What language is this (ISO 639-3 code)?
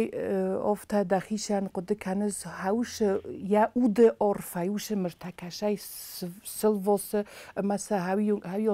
oss